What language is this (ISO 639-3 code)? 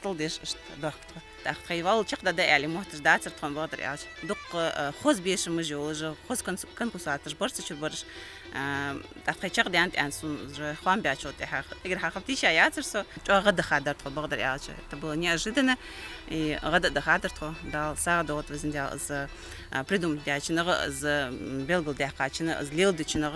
inh